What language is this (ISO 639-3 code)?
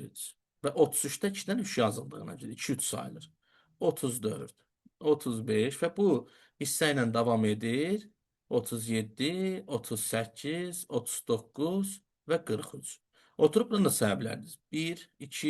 aze